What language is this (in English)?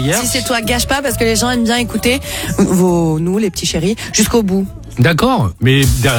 French